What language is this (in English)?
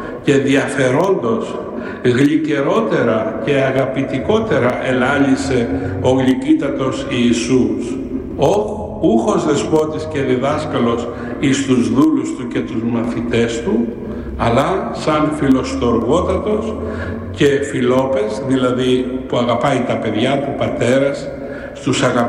Greek